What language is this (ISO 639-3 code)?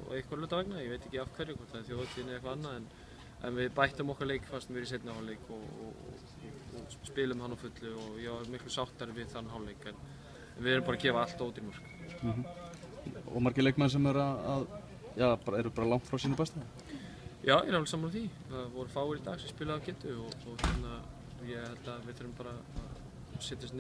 isl